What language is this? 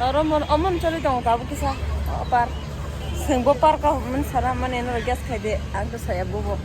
Kok Borok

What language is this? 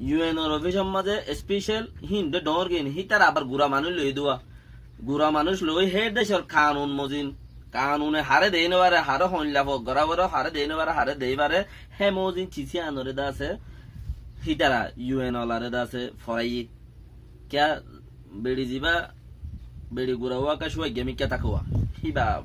Rohingya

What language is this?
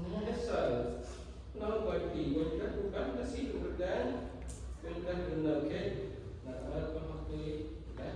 Central Mnong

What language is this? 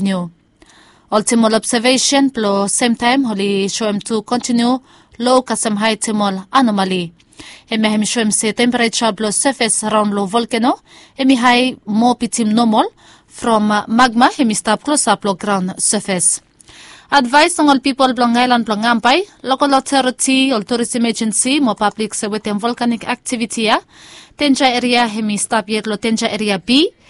Bislama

